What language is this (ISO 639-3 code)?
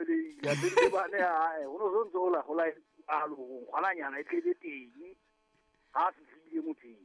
sot